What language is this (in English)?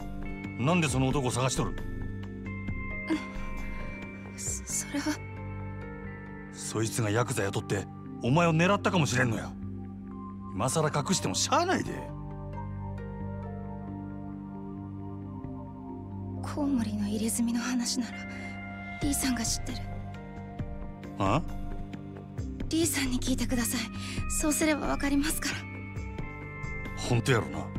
Japanese